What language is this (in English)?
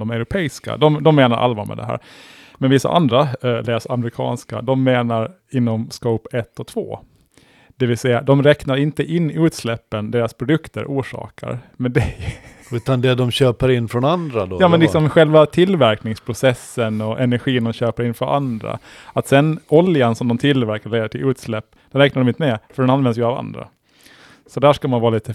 Swedish